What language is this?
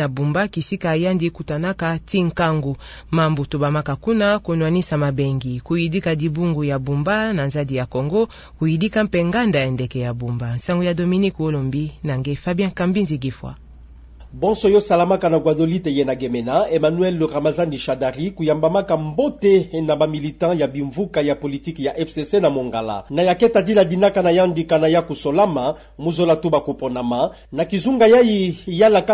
Kituba (Democratic Republic of Congo)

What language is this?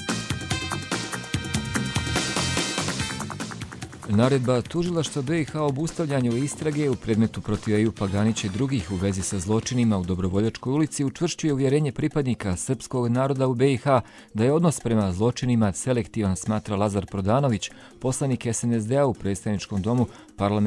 Bosnian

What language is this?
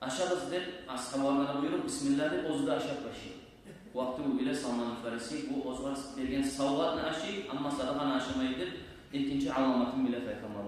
Kumyk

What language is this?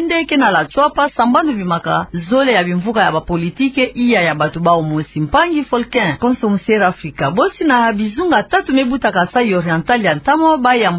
Kituba (Democratic Republic of Congo)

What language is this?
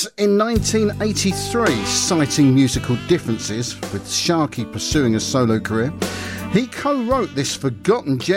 English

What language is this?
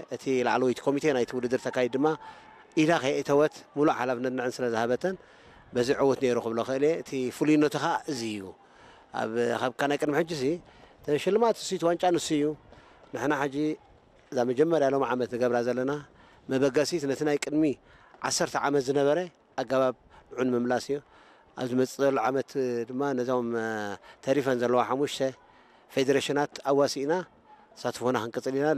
Tigrinya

